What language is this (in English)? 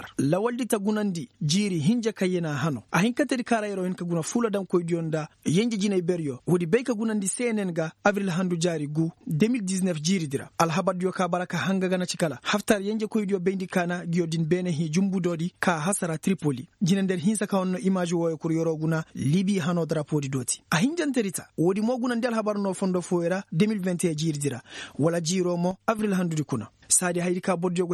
Koyraboro Senni